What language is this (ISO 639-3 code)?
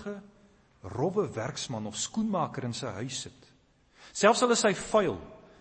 afr